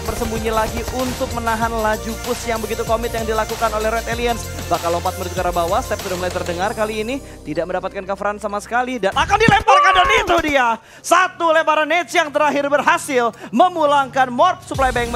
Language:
Indonesian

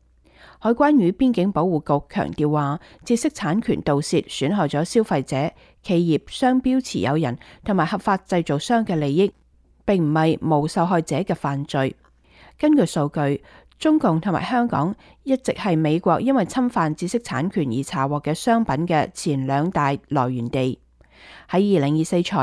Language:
Cantonese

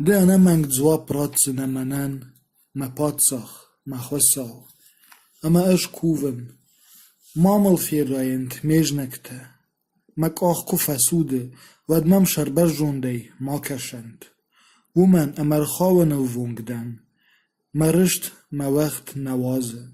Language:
Ossetic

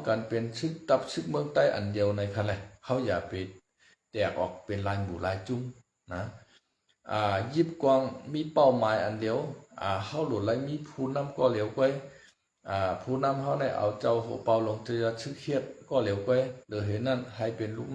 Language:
Shan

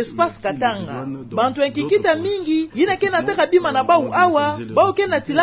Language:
Kituba (Democratic Republic of Congo)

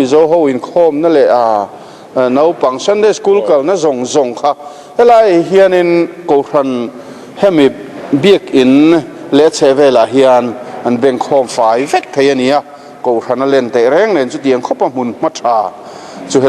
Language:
Mizo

